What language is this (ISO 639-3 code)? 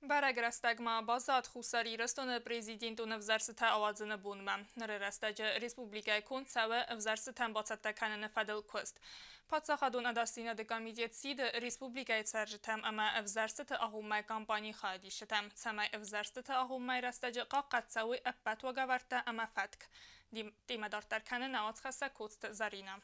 oss